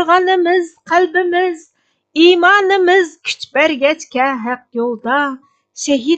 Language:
Uyghur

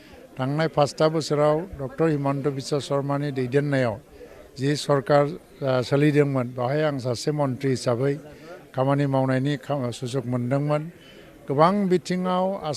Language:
Bodo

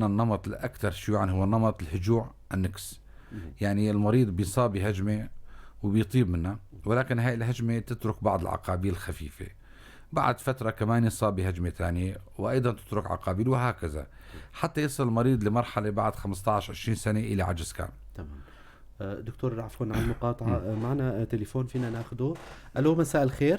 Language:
North Levantine Arabic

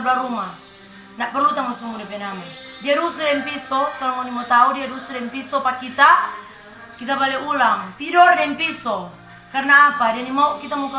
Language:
Manado Malay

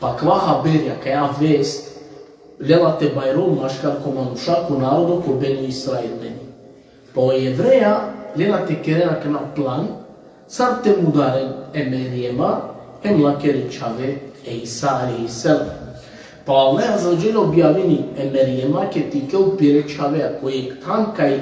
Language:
Balkan Romani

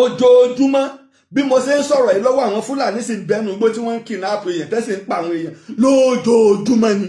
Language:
Yoruba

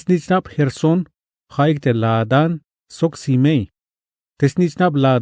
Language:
Tzeltal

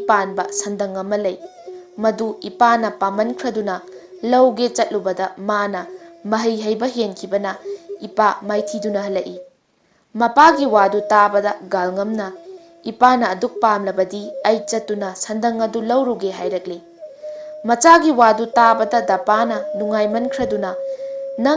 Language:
Manipuri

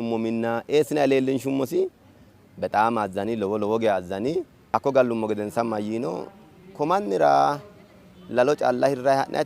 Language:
Sidamo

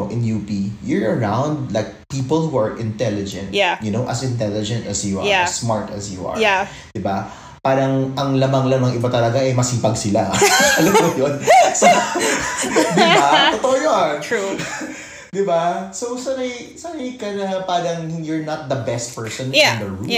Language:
Filipino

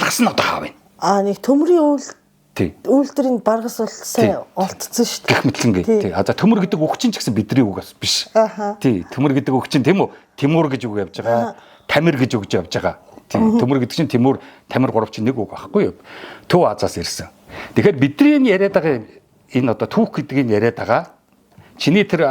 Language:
Mongolian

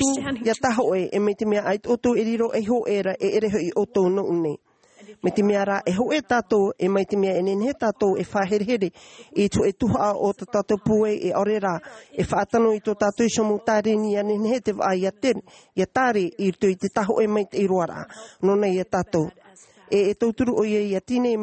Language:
Tahitian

